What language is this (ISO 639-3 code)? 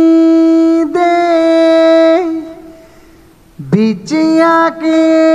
pan